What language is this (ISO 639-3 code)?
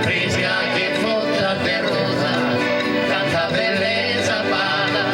srd